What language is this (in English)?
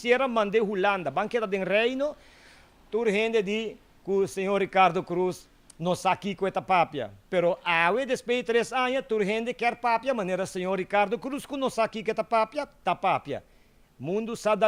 Papiamento